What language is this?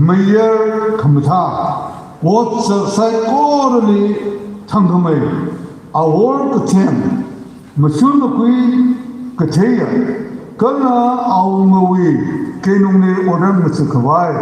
Tangkhul Naga (India)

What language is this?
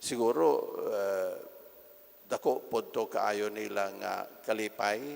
Cebuano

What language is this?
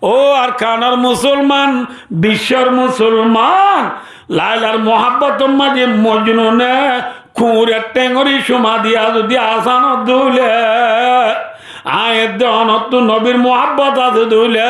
Rohingya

